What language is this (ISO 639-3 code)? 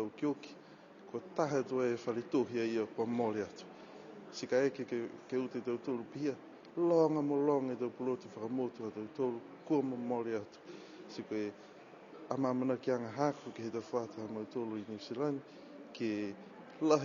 niu